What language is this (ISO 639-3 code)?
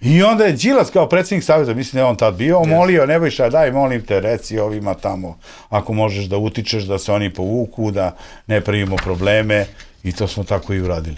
srp